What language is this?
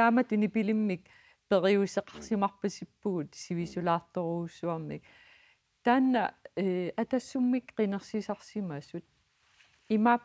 Kalaallisut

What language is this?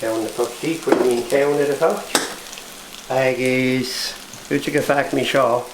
Scottish Gaelic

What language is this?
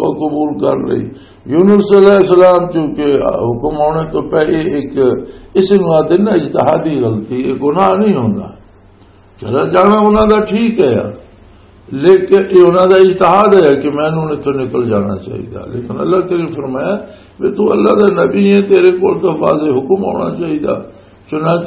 Western Panjabi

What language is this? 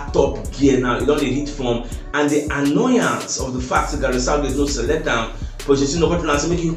Nigerian Pidgin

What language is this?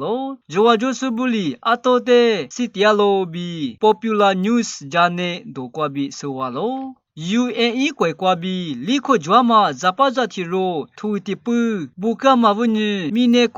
Lisu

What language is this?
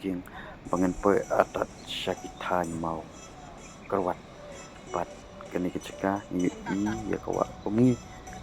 Khasi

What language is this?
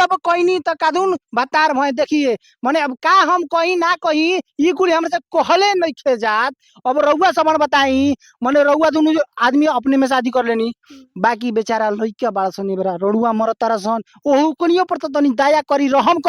Bhojpuri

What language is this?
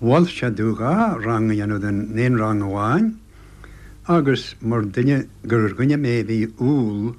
Irish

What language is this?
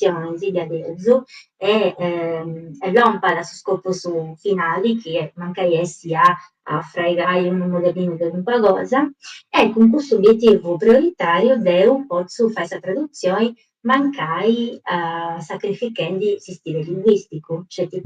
Sardinian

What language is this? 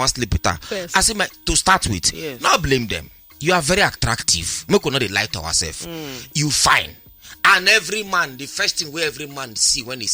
Nigerian Pidgin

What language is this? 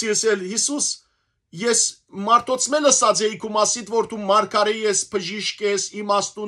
Western Armenian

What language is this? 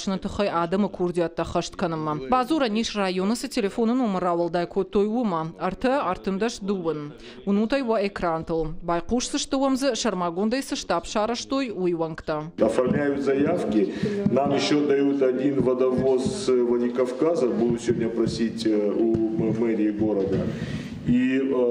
Ossetic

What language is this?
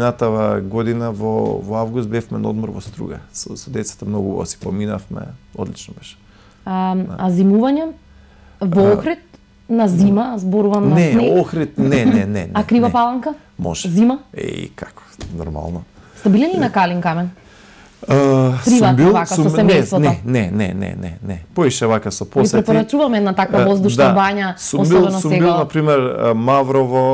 Macedonian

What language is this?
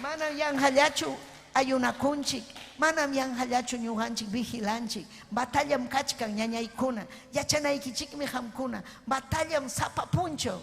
Ayacucho Quechua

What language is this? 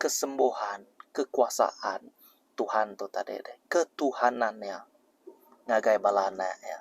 Iban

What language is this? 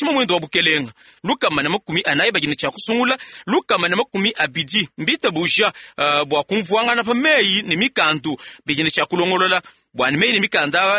Luba-Lulua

